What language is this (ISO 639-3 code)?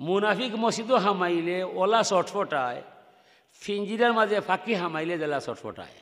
syl